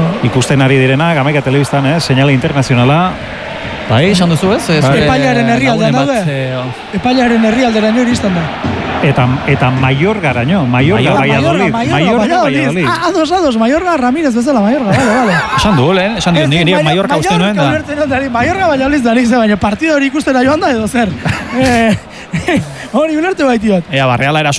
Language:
Basque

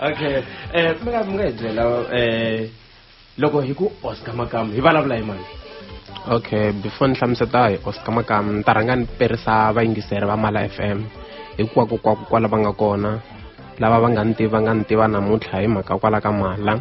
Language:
Tsonga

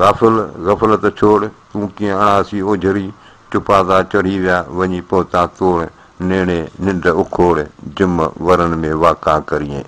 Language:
Sindhi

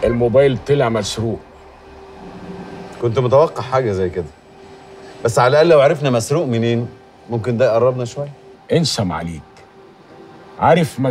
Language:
Egyptian Arabic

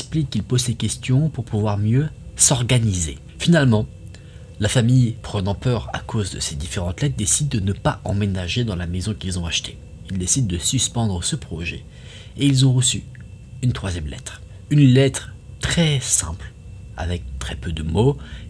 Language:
French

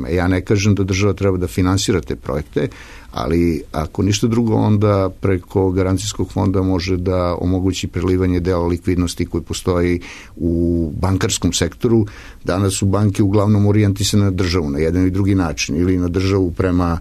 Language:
Serbian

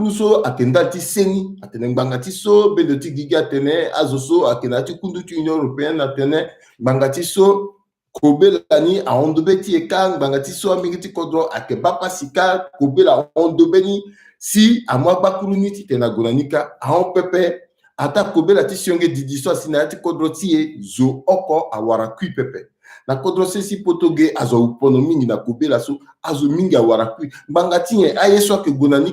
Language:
Sango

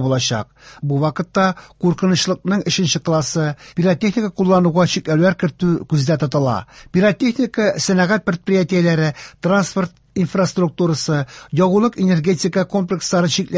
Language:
Tatar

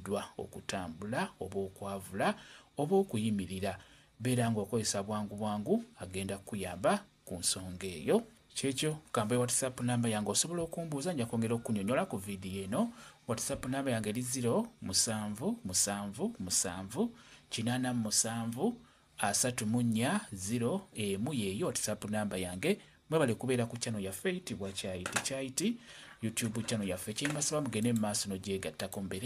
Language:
Ganda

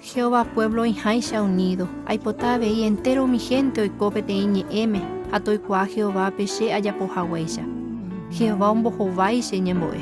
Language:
Guarani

